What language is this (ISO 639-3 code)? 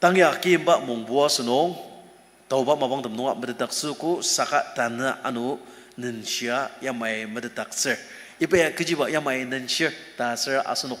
njo